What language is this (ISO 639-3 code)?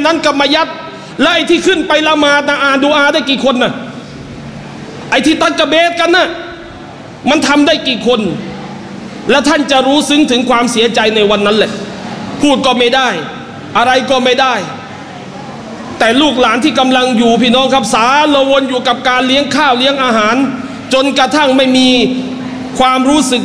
tha